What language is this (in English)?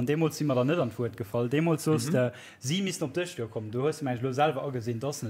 Luxembourgish